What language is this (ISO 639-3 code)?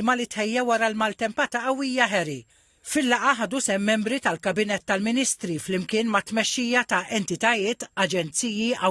mlt